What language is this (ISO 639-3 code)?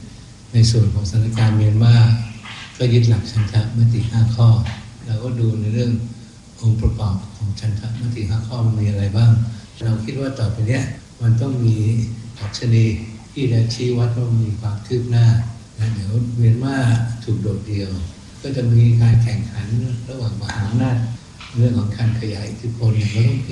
tha